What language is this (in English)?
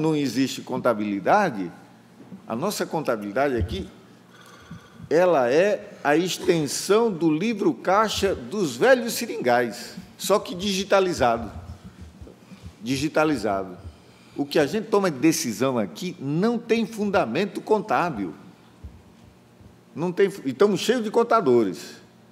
Portuguese